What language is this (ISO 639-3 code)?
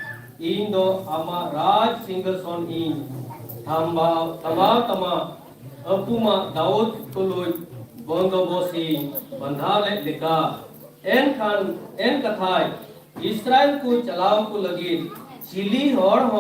sat